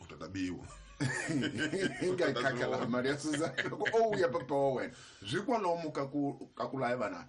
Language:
Tsonga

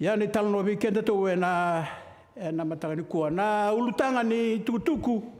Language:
Fijian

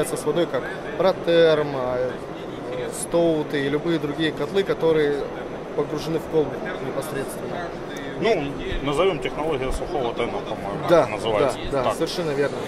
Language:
Russian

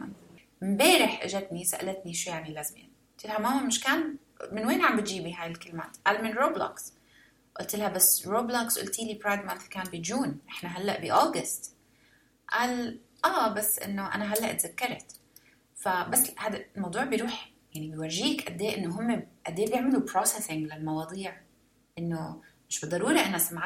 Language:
North Levantine Arabic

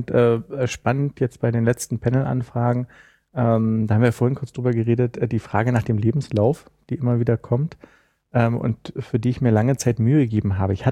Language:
German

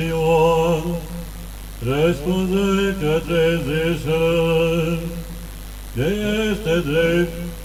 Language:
Romanian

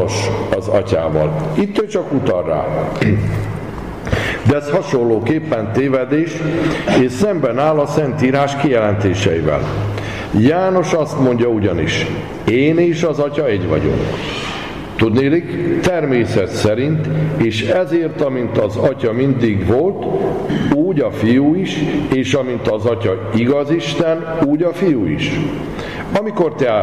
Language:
Hungarian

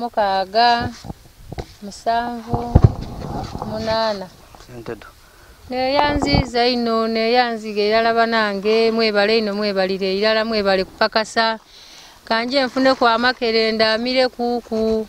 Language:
Ganda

